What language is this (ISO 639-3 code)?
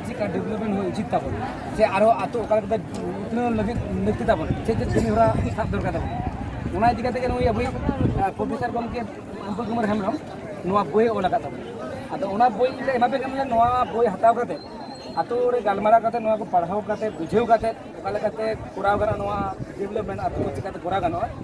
sat